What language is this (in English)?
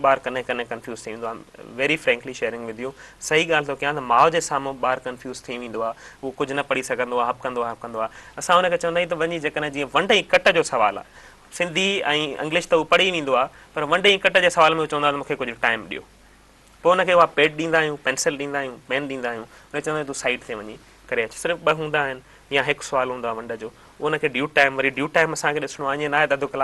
Sindhi